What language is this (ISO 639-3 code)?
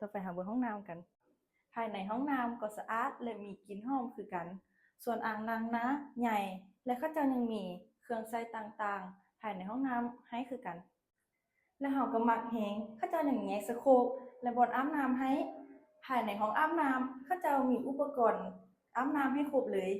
lao